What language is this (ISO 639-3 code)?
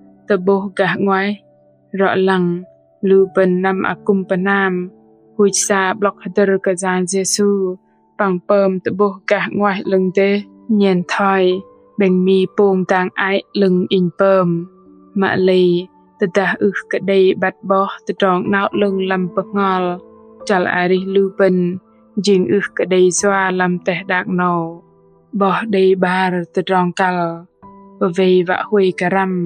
bdq